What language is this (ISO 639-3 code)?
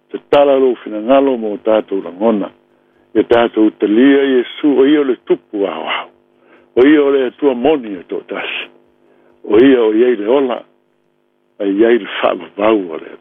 smo